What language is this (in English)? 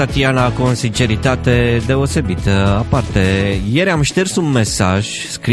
Romanian